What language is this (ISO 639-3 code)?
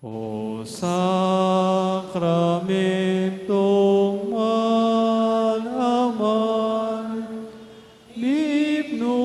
pam